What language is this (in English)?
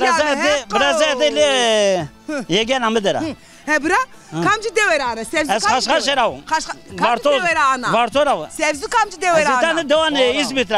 Zaza